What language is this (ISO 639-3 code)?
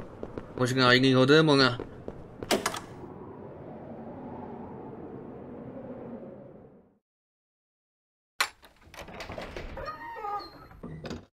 ces